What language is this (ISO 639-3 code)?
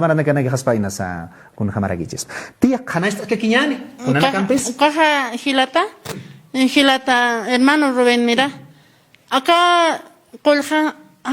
aym